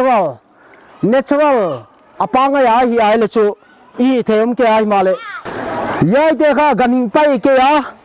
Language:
Paite Chin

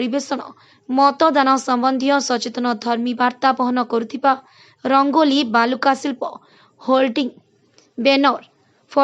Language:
Odia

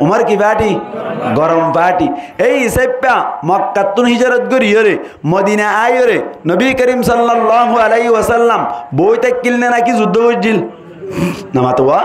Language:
Rohingya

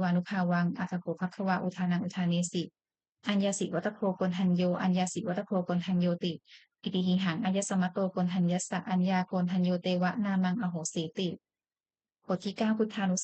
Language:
Pali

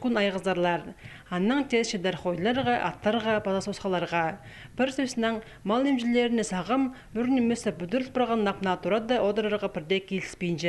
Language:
Khakas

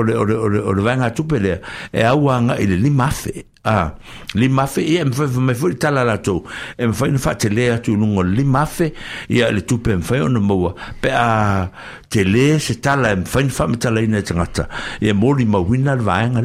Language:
Samoan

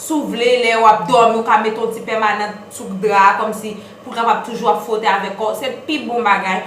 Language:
Haitian Creole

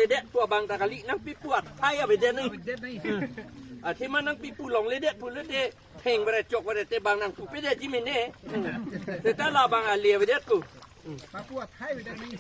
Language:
Karbi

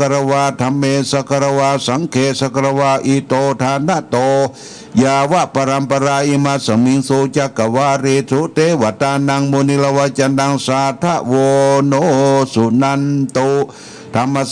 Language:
Pali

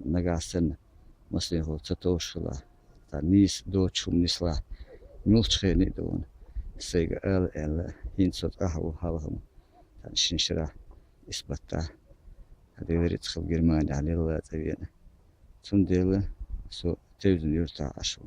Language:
Chechen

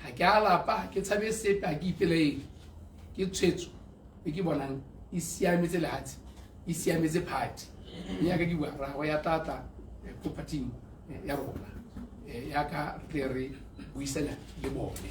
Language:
Tswana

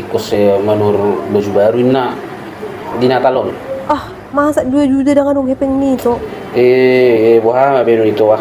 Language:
Batak Toba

